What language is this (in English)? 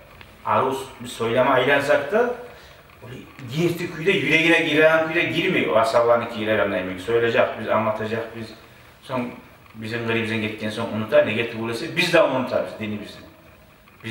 Kumyk